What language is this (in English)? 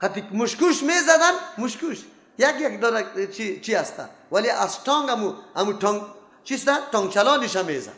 Persian